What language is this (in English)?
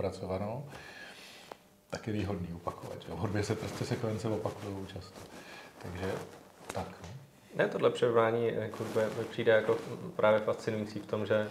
Czech